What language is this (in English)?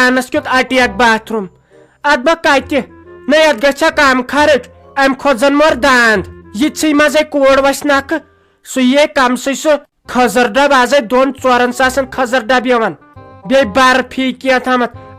Kashmiri